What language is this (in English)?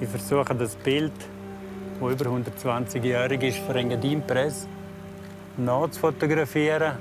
Romansh